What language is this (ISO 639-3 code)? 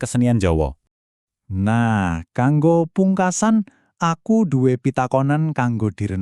jav